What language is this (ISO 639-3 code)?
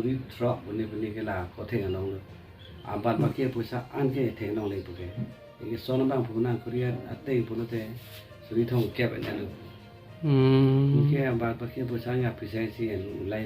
mjw